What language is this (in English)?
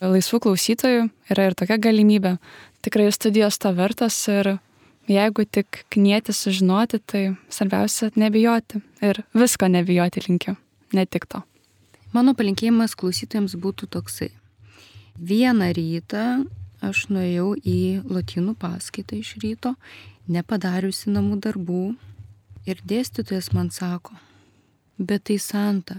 Lithuanian